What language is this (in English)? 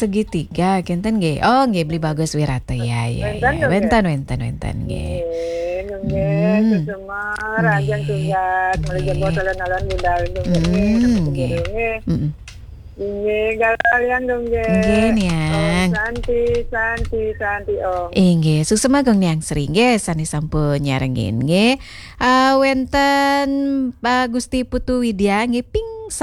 Balinese